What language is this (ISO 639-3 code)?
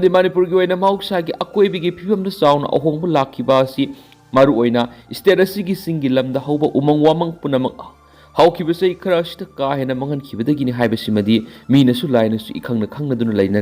mni